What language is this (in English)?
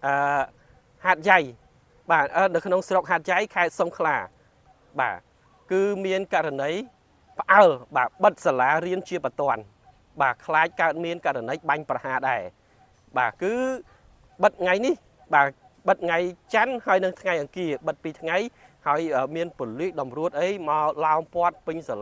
Khmer